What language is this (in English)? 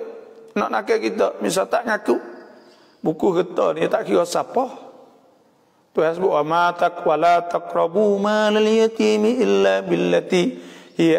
Malay